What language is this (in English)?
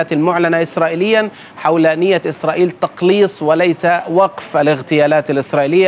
Arabic